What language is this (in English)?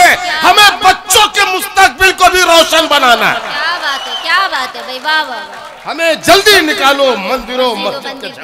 Hindi